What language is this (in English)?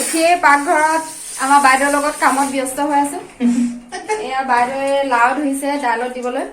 Assamese